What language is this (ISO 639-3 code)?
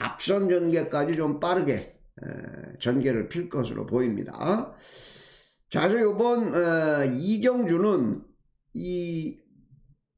kor